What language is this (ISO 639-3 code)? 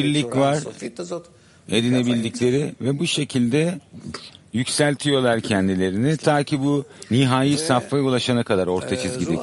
tur